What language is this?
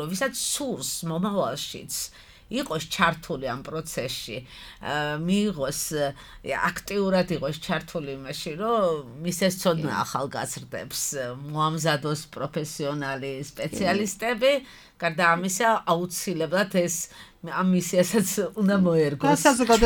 Georgian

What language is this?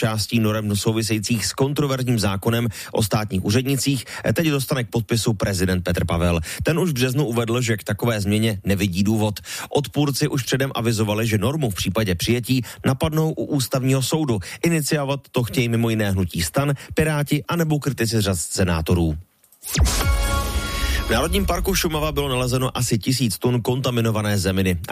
Czech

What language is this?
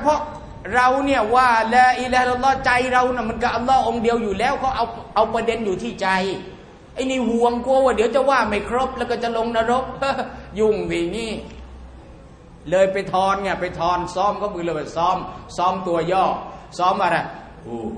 Thai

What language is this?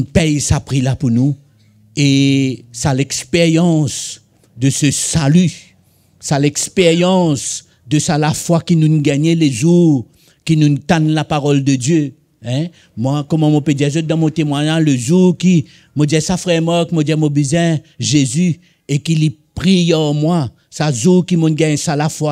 Morisyen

